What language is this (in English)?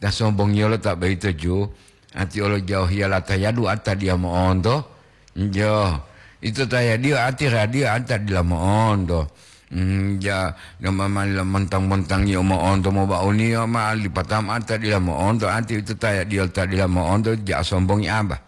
Gorontalo